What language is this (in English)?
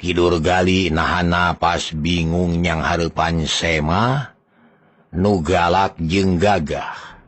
Sundanese